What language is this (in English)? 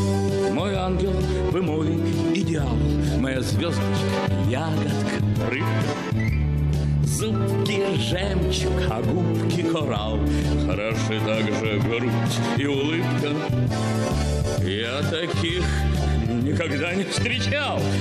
Russian